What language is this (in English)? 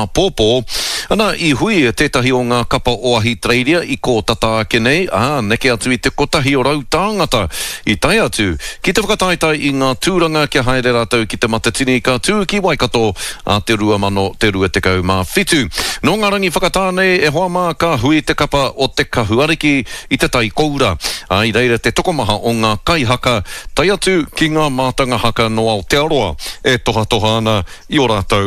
Māori